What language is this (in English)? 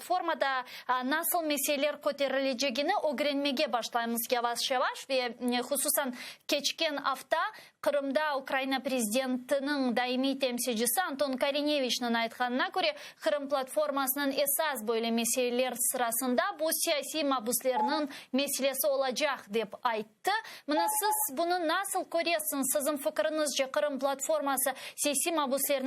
Crimean Tatar